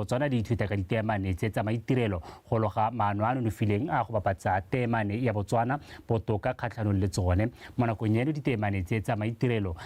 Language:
Tswana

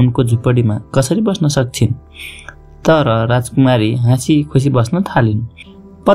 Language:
Nepali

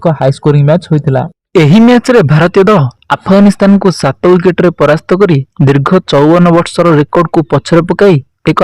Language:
Odia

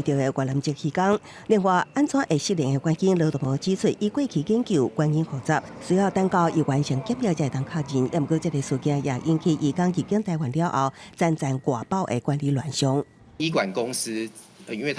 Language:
Min Nan Chinese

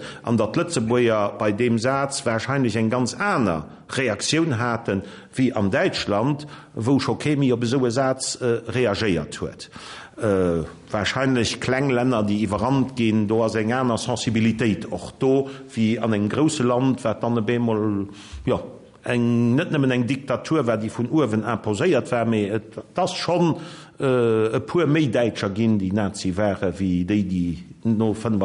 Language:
Luxembourgish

